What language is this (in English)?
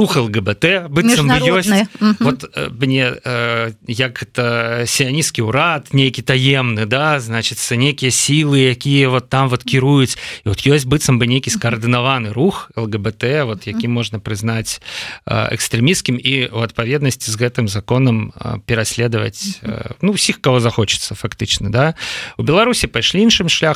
Belarusian